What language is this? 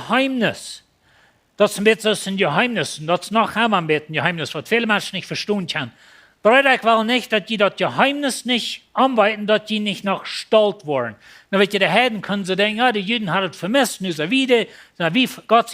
Plautdietsch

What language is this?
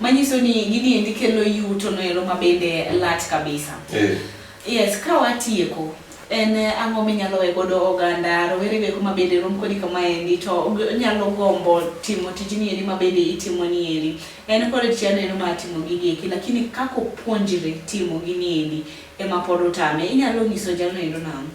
Luo (Kenya and Tanzania)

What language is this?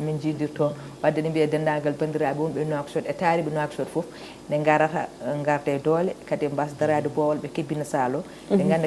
Fula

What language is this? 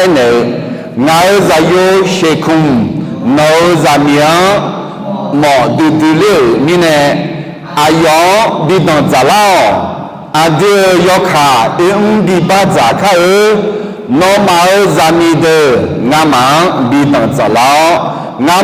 Akha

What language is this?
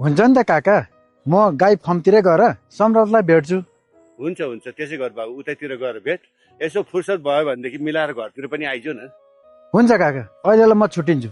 Nepali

